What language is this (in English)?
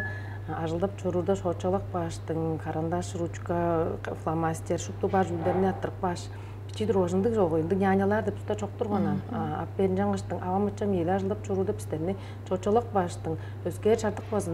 Tuvinian